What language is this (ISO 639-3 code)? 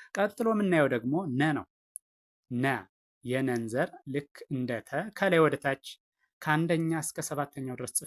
amh